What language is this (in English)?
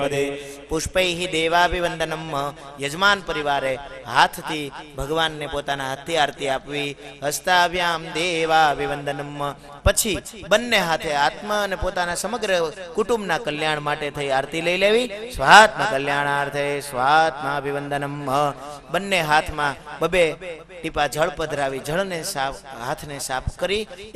Gujarati